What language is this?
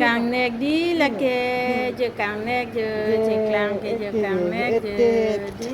Karbi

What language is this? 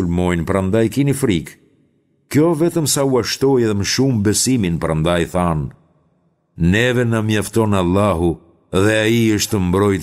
Albanian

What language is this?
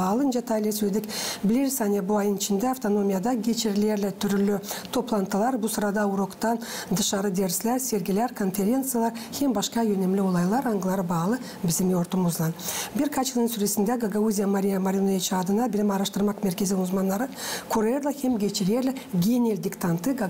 Gagauz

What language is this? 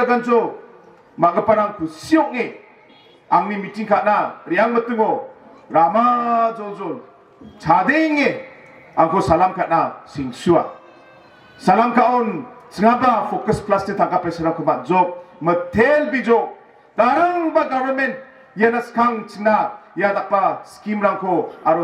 Garo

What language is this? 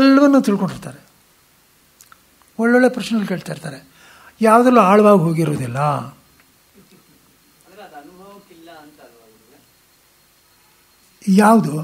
Kannada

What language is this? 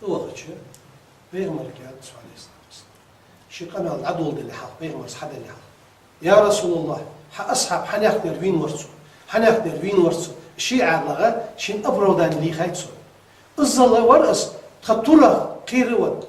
Ingush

